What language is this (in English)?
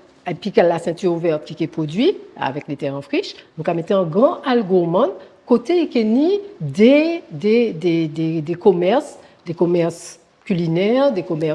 Guadeloupean Creole French